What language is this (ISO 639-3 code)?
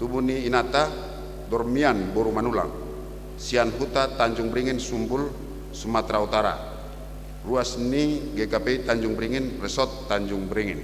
bbc